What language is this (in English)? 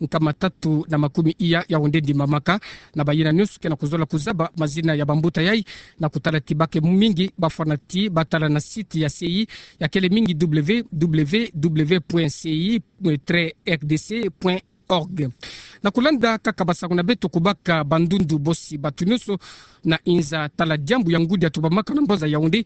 Kituba (Democratic Republic of Congo)